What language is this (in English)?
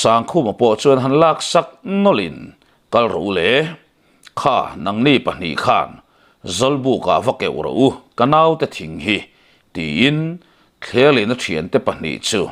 Mizo